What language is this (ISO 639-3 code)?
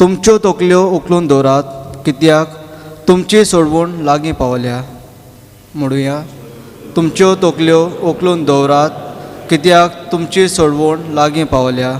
kok